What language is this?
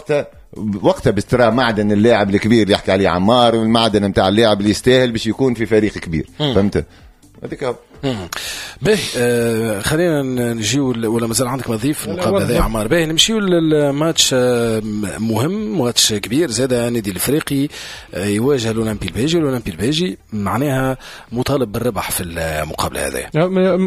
Tunisian Arabic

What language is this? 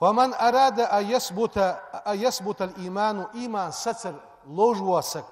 Ingush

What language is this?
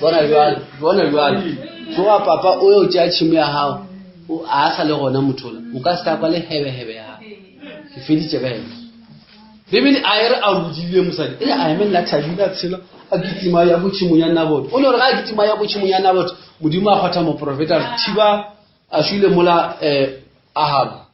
Northern Sotho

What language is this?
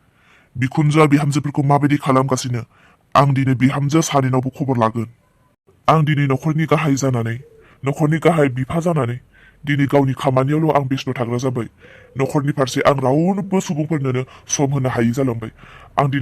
Bodo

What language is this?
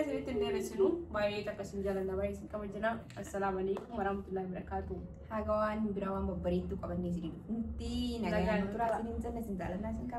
Oromo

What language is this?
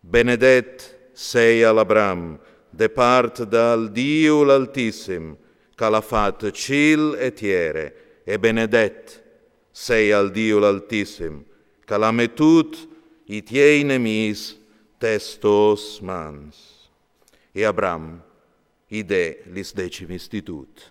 Friulian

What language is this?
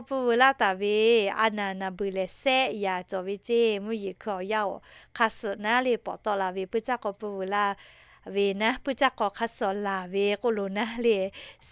Lahu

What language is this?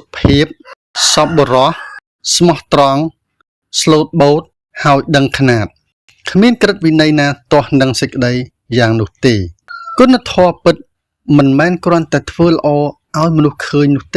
Khmer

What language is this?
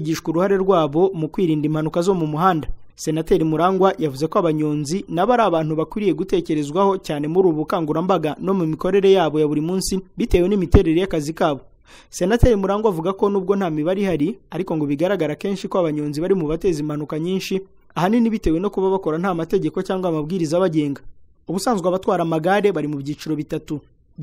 Kinyarwanda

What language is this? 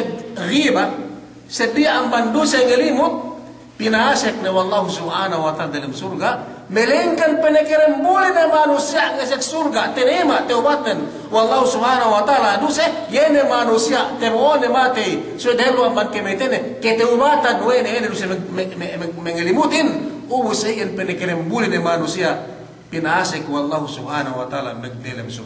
Yakan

